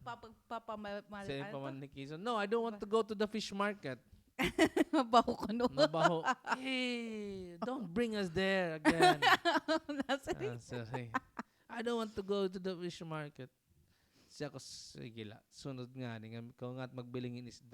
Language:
Waray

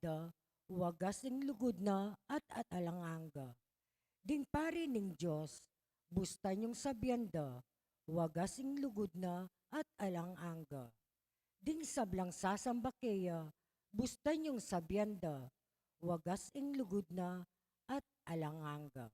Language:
Pampanga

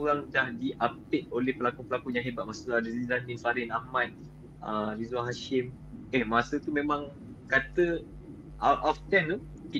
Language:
Malay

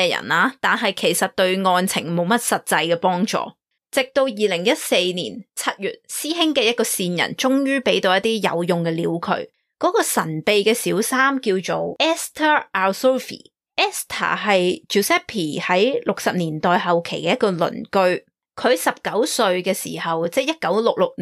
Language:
Cantonese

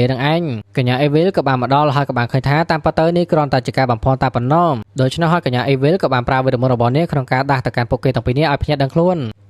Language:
Khmer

